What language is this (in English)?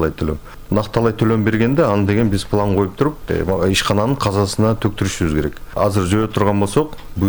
Kyrgyz